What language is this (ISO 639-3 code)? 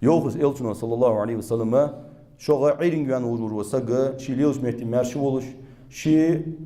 inh